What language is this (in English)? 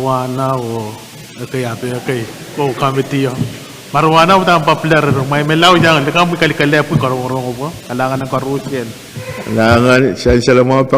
Pohnpeian